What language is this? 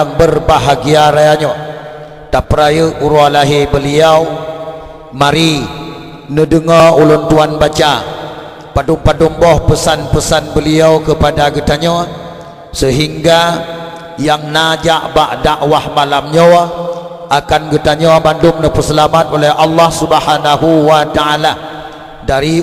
Achinese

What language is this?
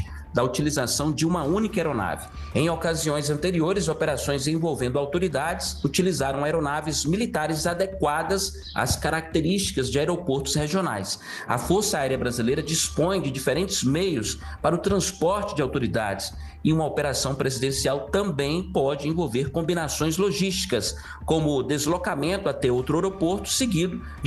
Portuguese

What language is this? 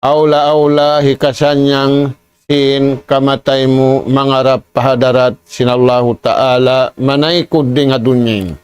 Tausug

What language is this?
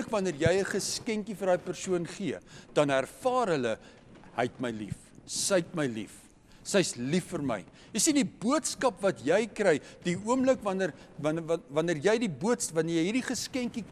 Afrikaans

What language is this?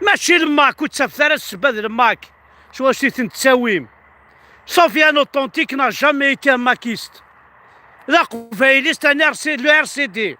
Kabyle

